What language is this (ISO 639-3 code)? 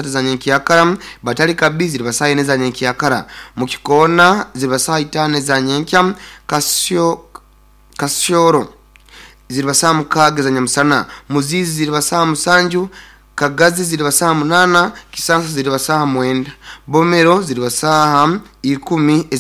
nyo